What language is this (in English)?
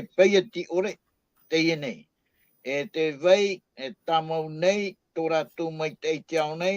Tahitian